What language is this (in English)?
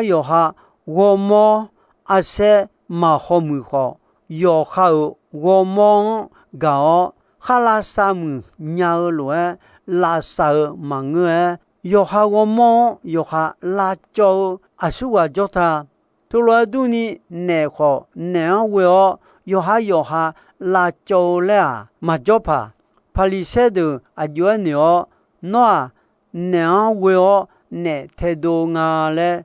Akha